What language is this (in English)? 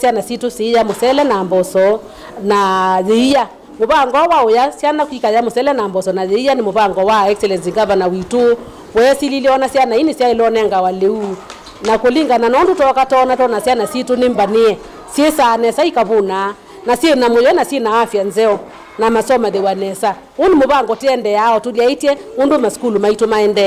Kamba